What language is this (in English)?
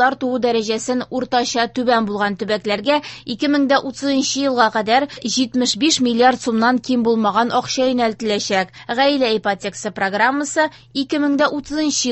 Tatar